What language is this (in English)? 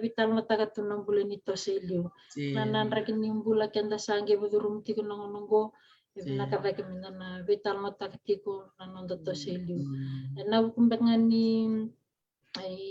Fijian